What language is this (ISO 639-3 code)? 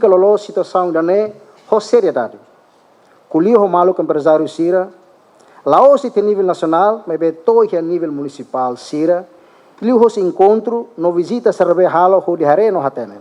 tet